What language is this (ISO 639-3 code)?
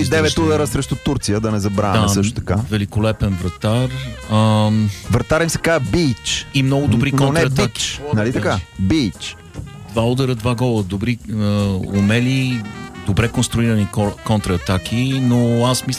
bul